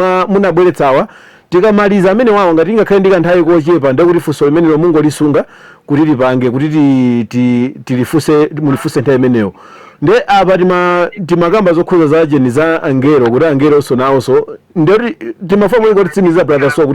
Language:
Nyanja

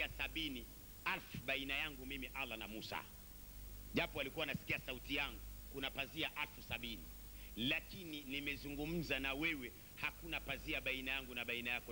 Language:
Swahili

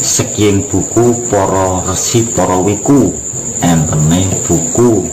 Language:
Javanese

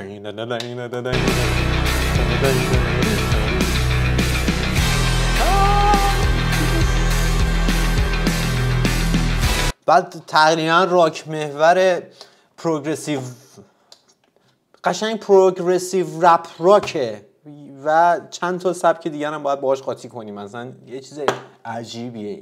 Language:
Persian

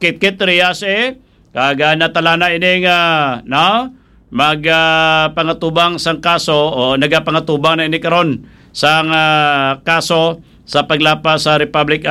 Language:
Hiligaynon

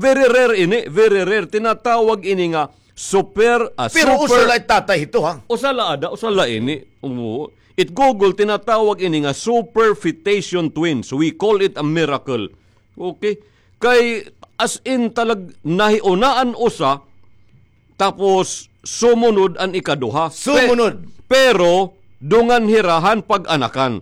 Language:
Waray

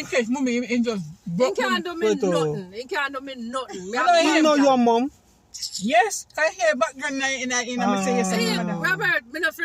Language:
Jamaican Creole English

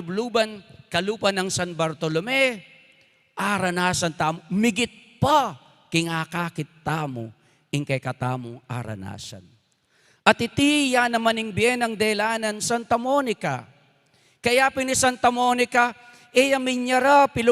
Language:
Pampanga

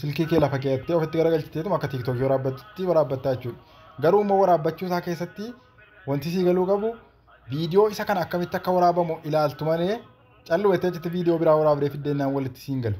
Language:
Oromo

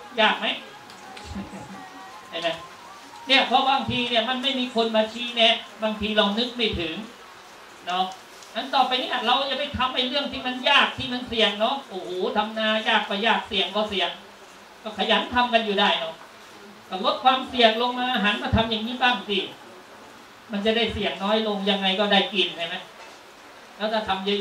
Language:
Thai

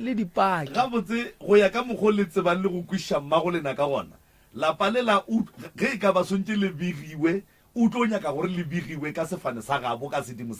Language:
Northern Sotho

